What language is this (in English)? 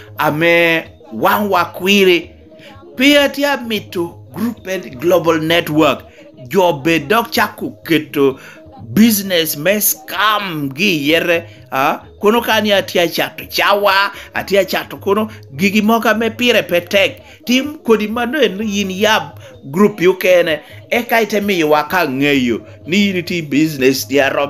Lango (Uganda)